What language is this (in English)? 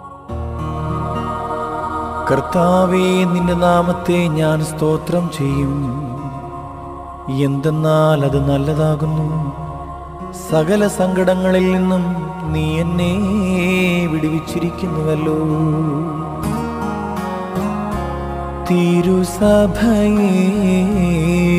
Malayalam